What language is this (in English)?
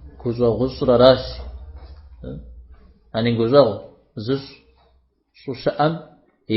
Kabardian